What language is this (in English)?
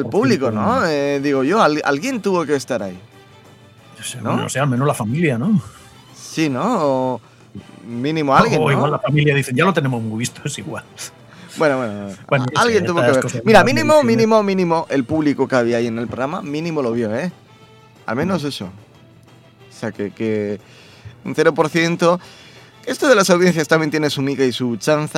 Spanish